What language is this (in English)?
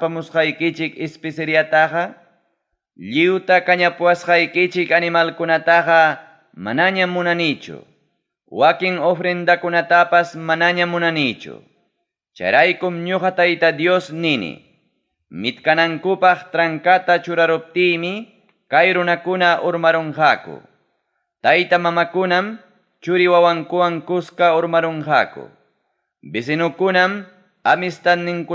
Ayacucho Quechua